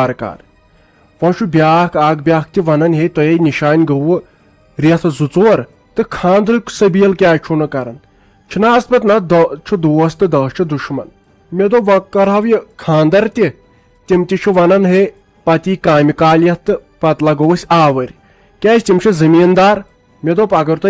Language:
Kashmiri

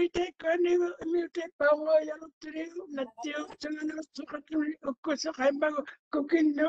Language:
Māori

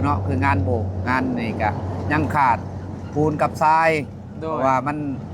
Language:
Northeastern Thai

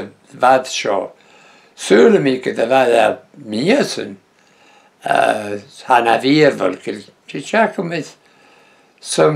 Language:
Breton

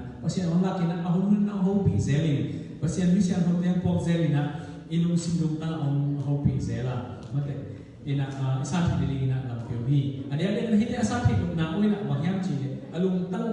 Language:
Tedim Chin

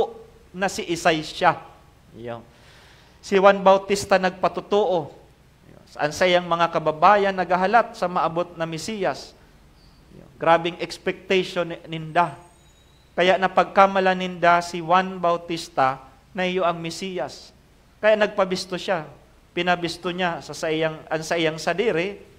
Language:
Bikol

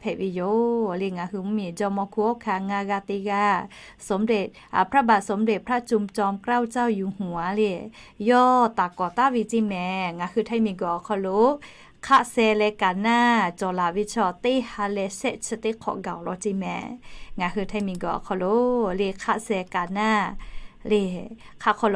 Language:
Lahu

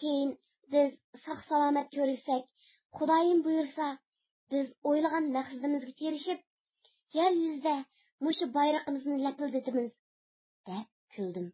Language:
Uyghur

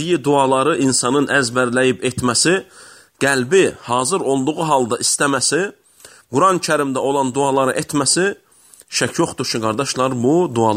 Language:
Azerbaijani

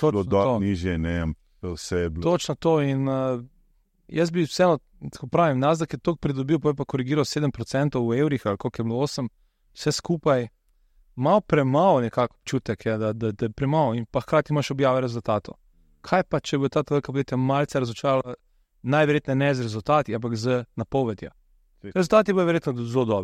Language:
Slovenian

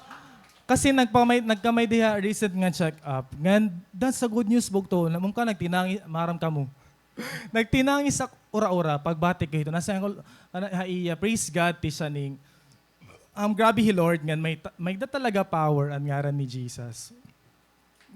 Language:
Waray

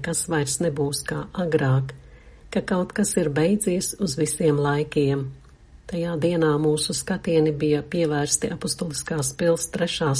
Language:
Latvian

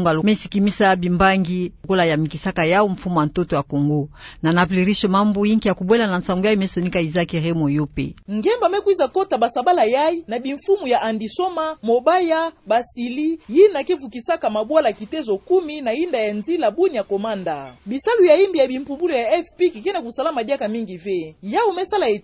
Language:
Kituba (Democratic Republic of Congo)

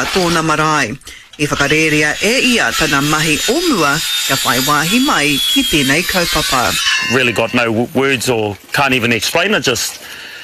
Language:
Māori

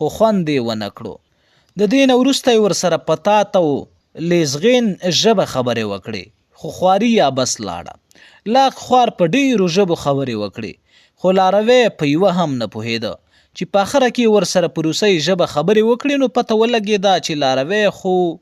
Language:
Pashto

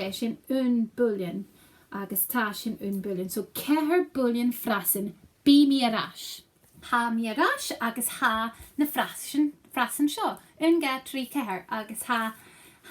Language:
Scottish Gaelic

